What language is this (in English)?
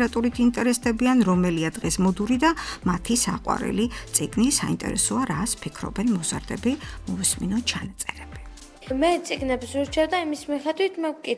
Georgian